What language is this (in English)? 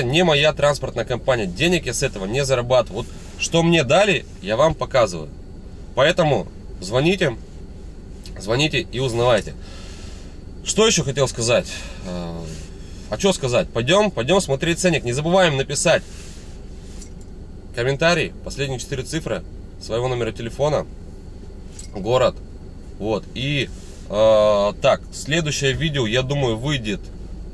Russian